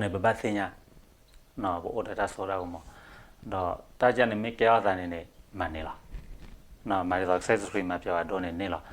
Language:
S'gaw Karen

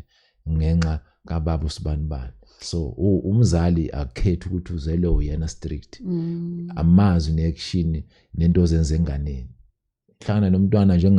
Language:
Zulu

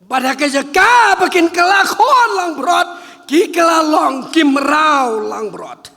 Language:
Khasi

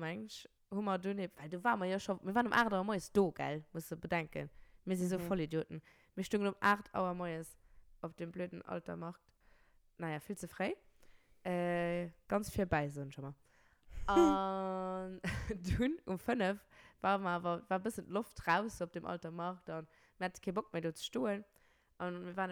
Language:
Luxembourgish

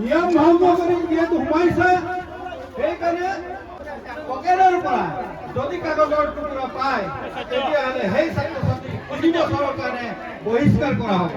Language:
Assamese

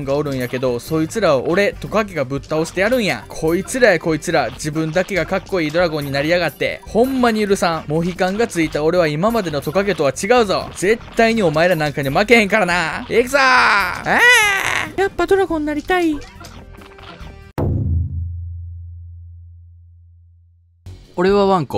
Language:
Japanese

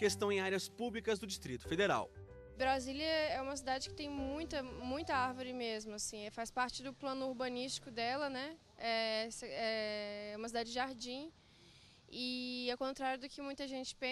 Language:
Portuguese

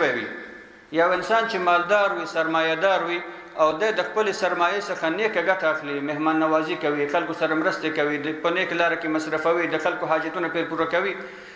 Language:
Pashto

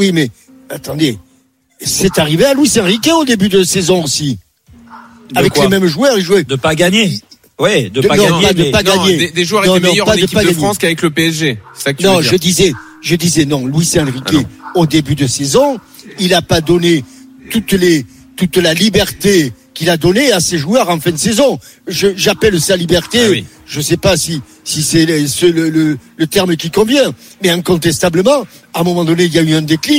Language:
French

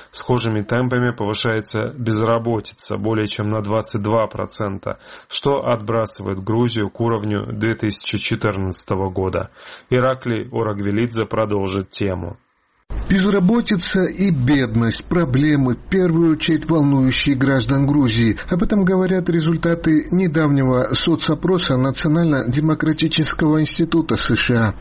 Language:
Russian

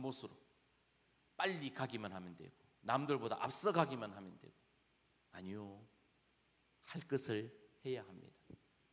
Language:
Korean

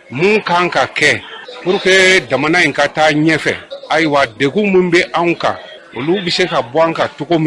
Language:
Bambara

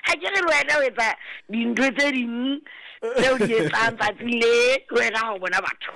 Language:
Southern Sotho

